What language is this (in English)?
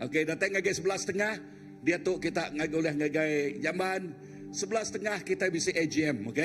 Iban